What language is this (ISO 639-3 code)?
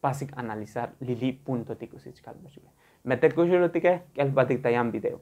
tzo